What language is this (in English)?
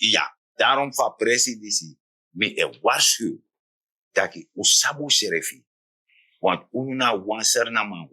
Sranan Tongo